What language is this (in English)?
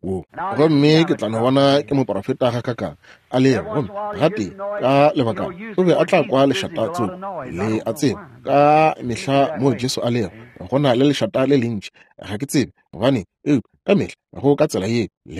Northern Sotho